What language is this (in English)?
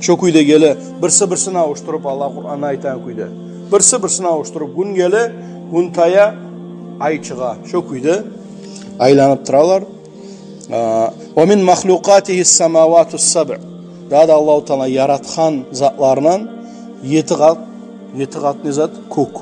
Kumyk